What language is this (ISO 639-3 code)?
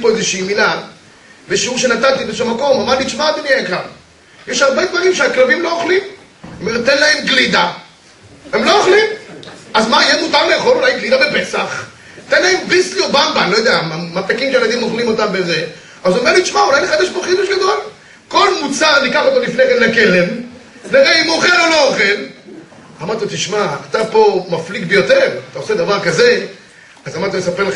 heb